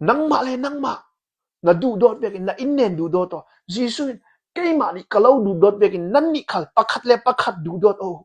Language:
Hakha Chin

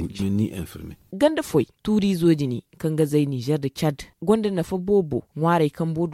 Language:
Zarma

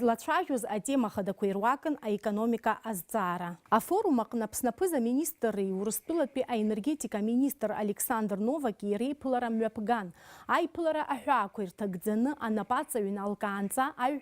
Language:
Abkhazian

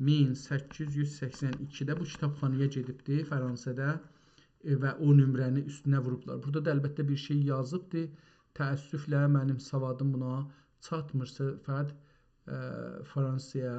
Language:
South Azerbaijani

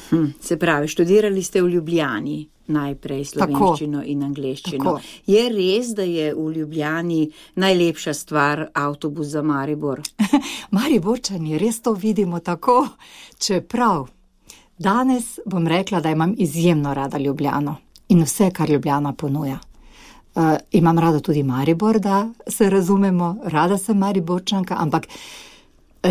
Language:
Slovenian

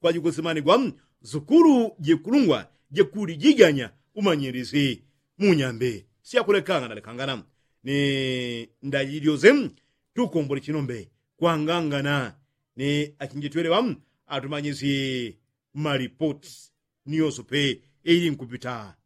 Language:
Yao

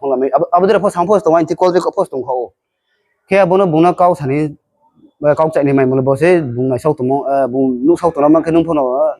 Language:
Riang (India)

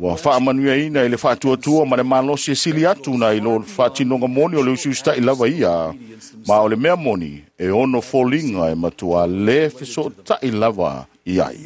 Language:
Samoan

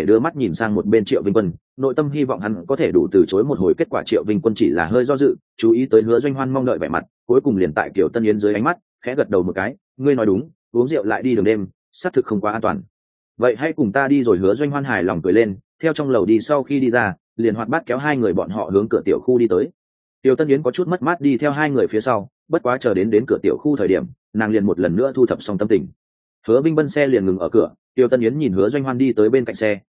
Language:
Vietnamese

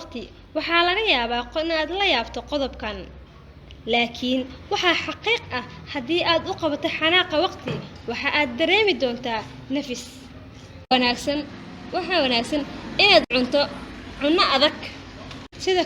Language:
Somali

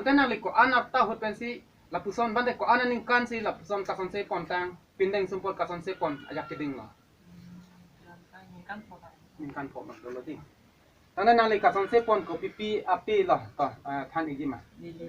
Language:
Karbi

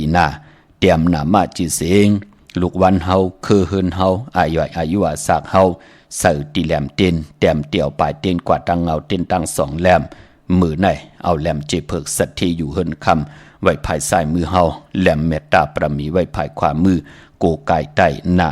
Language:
Shan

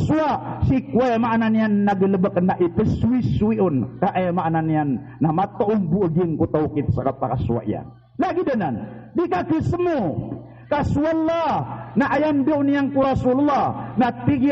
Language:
Maranao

